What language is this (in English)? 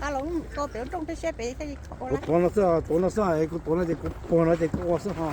Hmong